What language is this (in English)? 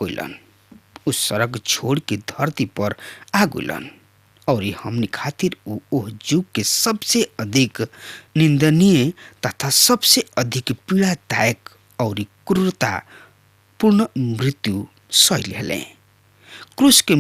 Bhojpuri